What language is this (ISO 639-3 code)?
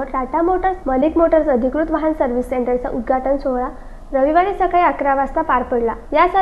mar